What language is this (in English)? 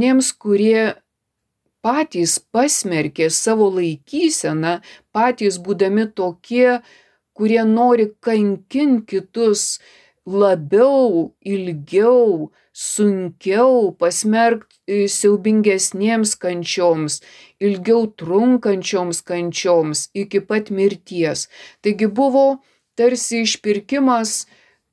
Lithuanian